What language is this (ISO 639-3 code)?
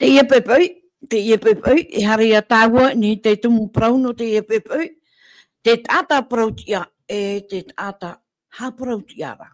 tah